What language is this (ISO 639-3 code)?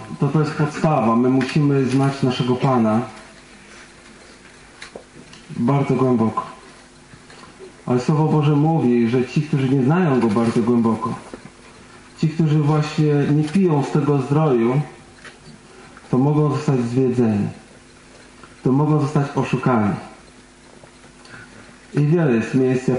pol